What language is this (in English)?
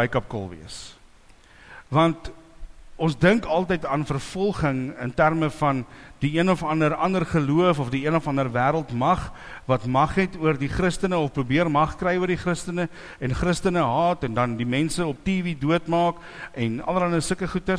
Afrikaans